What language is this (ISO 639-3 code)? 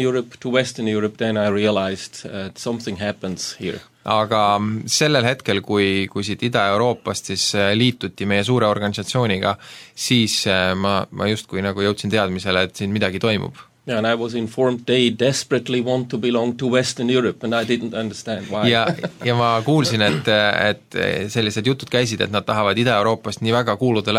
est